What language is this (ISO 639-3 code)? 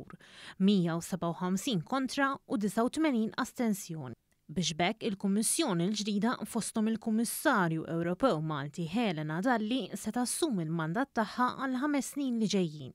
mlt